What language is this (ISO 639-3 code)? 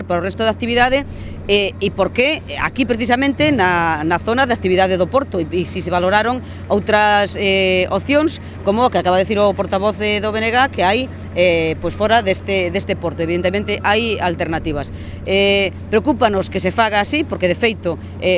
glg